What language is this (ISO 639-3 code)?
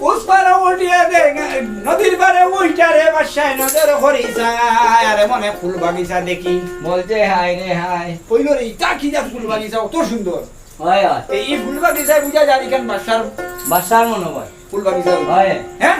syl